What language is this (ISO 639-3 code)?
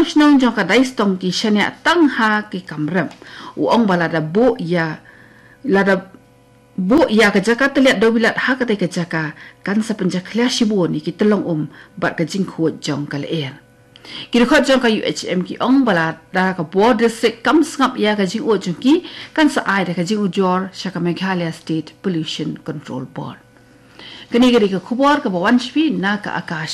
kha